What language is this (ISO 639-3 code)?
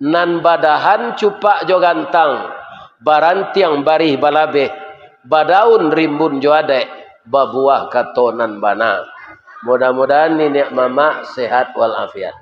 min